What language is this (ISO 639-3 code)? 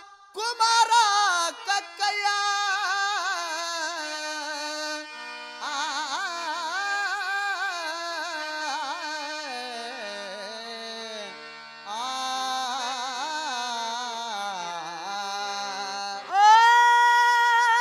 kan